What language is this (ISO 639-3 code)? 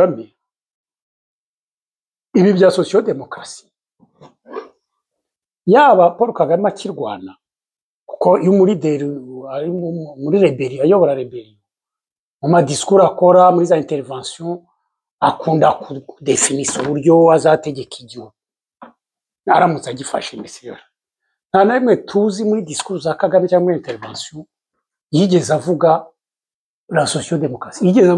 kin